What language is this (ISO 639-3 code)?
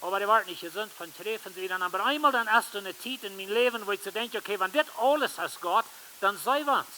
pdt